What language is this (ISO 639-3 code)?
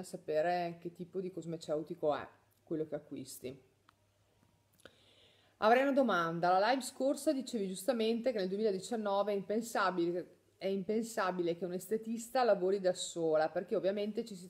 ita